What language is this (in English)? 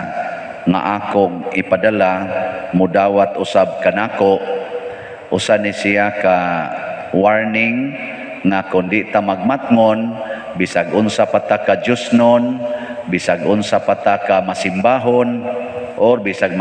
Cebuano